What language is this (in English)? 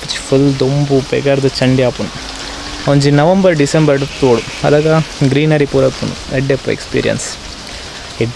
Tulu